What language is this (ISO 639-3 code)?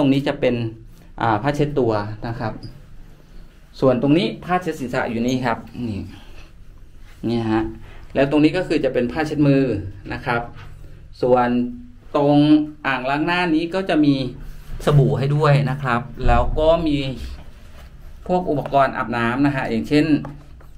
tha